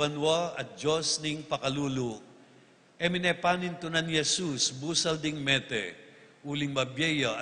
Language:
Pampanga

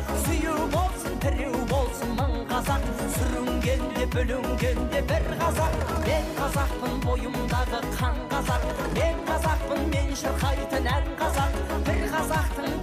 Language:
Kazakh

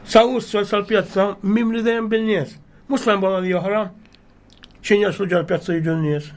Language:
Maltese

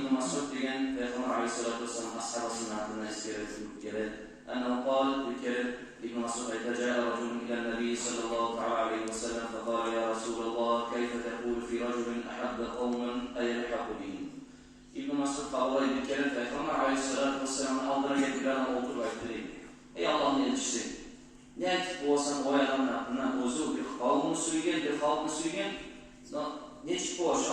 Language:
Kumyk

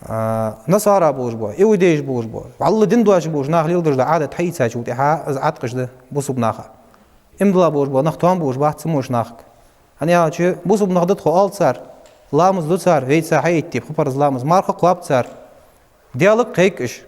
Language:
Ingush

